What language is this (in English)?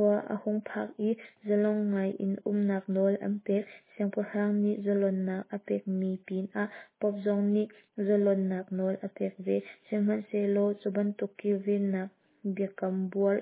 Hakha Chin